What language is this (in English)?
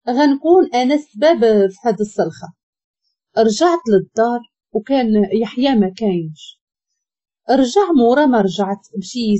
Moroccan Arabic